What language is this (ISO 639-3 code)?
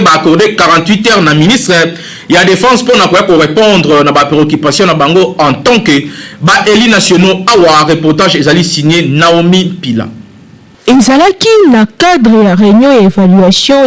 lin